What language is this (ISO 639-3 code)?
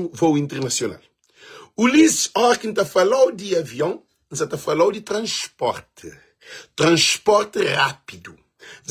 kea